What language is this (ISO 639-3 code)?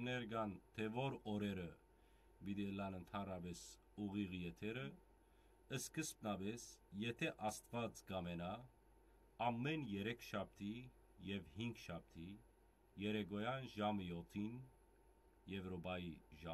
hyw